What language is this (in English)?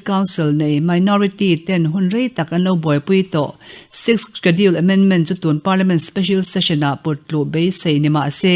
Mizo